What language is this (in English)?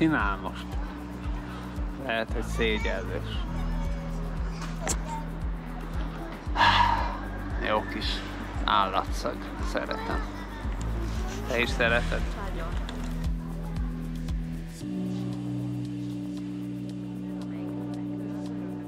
Hungarian